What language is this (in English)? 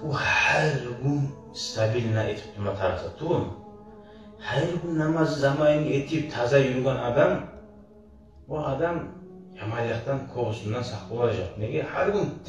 Kumyk